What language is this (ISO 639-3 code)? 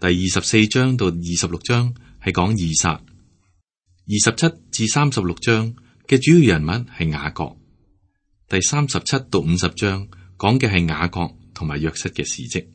yue